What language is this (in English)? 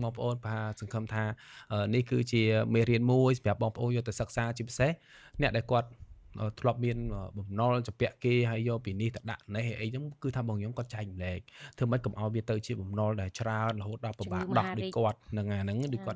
Khmer